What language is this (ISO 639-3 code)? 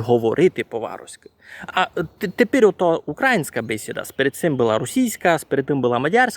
rue